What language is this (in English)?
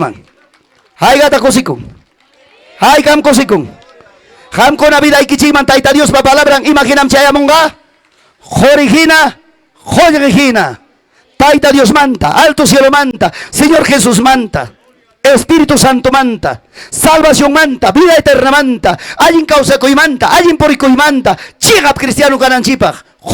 Ayacucho Quechua